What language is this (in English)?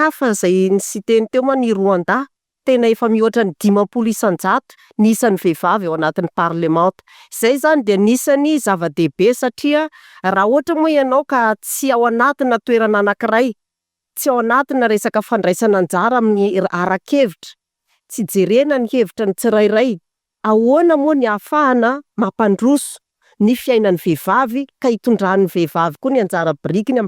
Malagasy